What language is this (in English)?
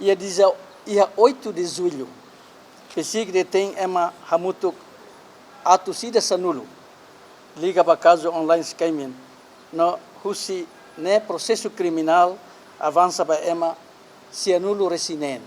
Tetum